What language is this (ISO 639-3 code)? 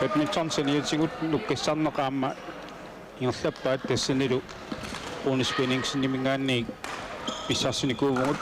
kal